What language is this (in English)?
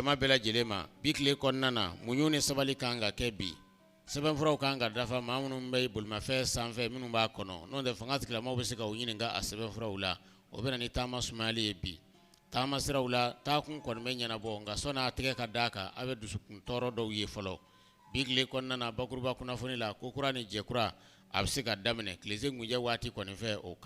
Bambara